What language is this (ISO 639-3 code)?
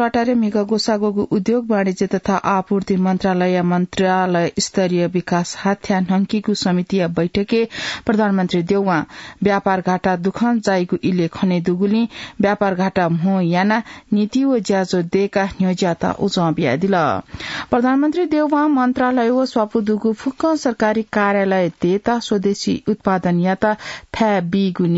new